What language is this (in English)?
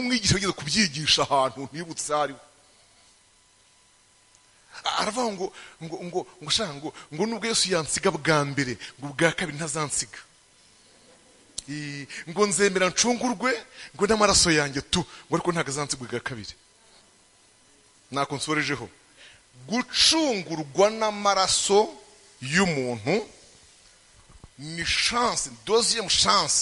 Kinyarwanda